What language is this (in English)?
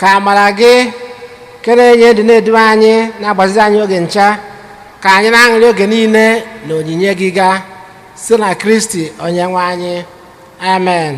Igbo